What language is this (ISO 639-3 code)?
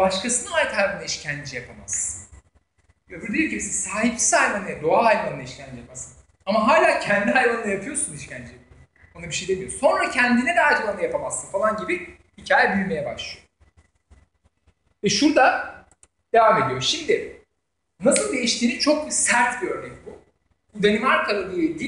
tur